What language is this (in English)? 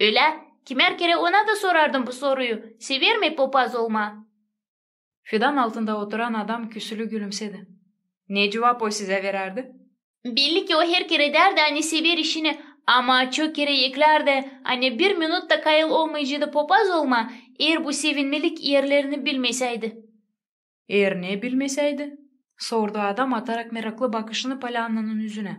Gagauz